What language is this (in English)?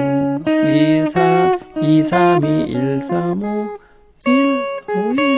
Korean